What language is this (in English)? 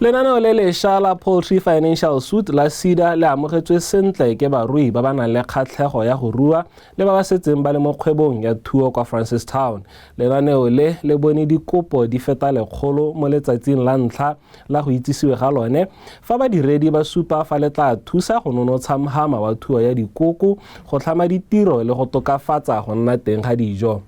Tswana